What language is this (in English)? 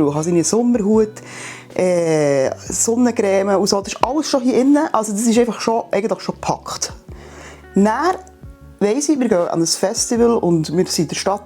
Swiss German